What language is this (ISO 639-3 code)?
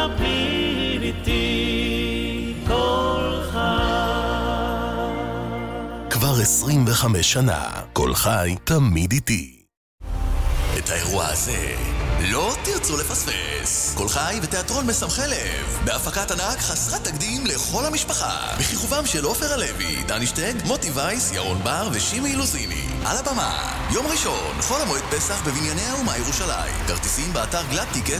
heb